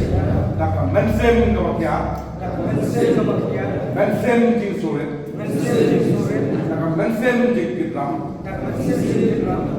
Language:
Khasi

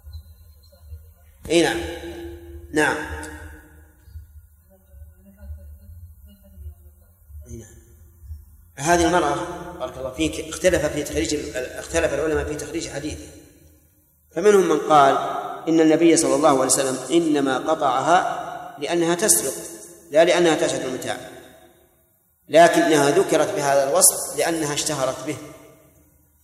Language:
Arabic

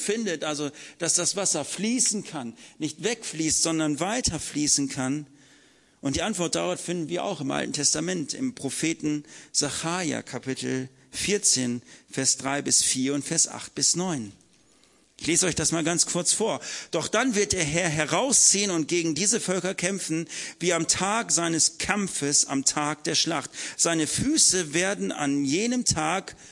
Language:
German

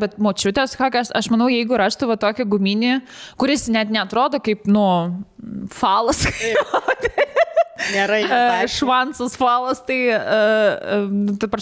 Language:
Lithuanian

